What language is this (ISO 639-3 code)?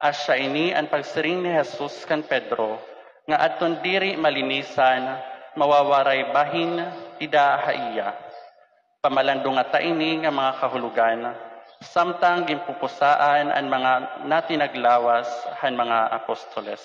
war